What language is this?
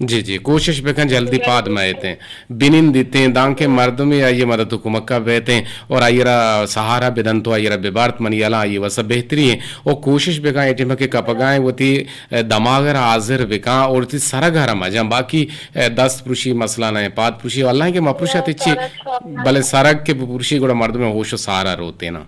Eastern Balochi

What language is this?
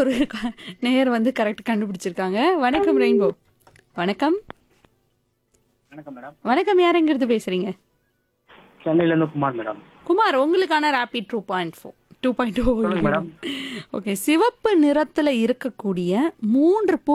Tamil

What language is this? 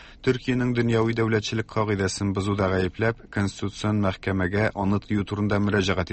Tatar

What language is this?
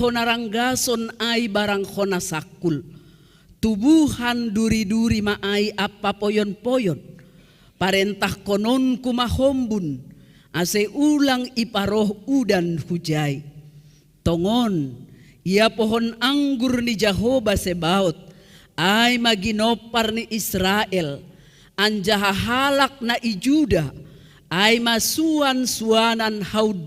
Batak Simalungun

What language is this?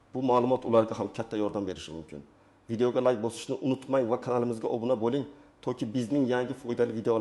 Uzbek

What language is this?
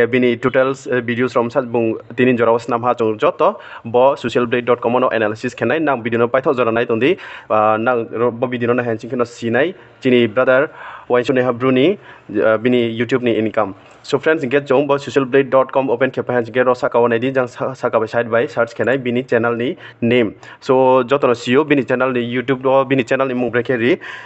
Riang (India)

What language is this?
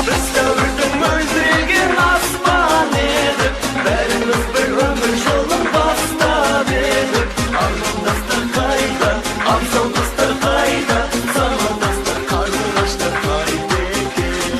Kara-Kalpak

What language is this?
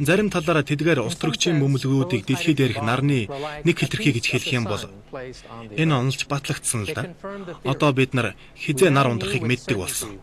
Mongolian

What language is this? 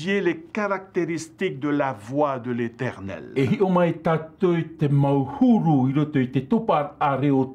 Tahitian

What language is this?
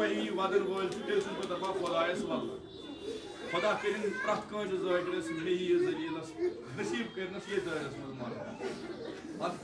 Kashmiri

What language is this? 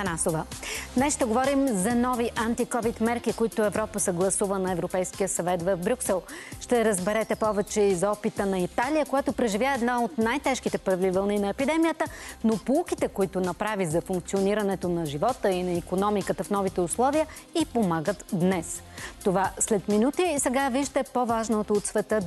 Bulgarian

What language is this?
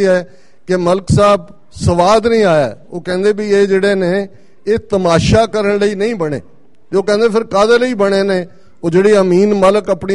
Punjabi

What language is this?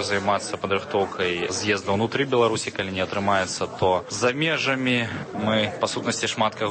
Belarusian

